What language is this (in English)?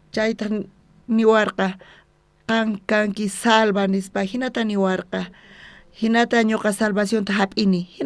South Bolivian Quechua